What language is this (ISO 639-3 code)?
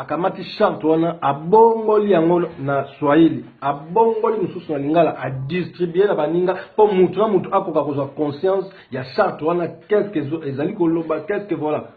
lin